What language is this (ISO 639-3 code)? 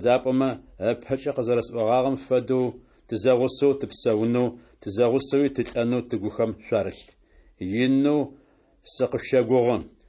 ady